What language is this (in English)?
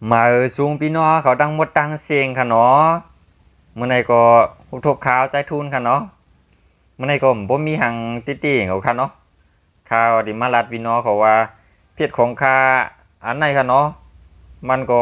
Shan